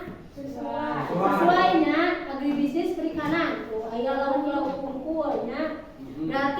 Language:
Sundanese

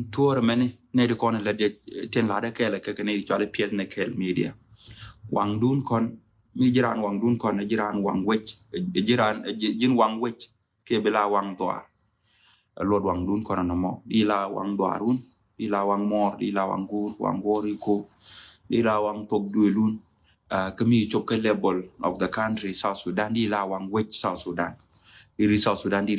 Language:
Nuer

